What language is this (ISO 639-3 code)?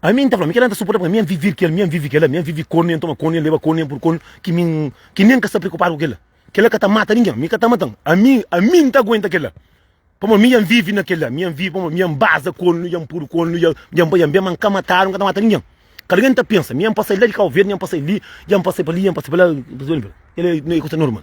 kea